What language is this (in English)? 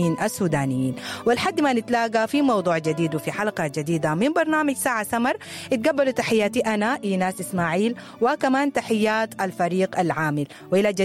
Sudanese Arabic